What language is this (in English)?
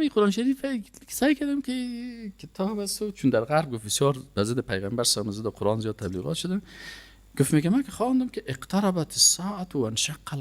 Persian